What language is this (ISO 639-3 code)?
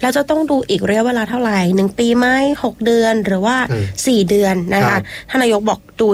tha